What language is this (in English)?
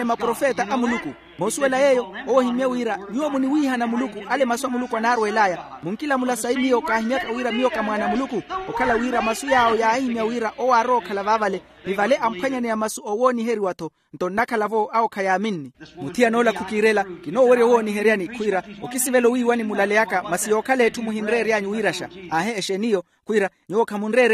Makhuwa